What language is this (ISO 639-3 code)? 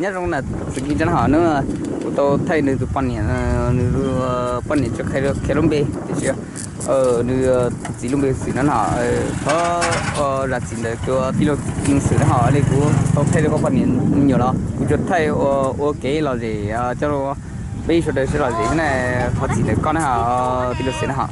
hmn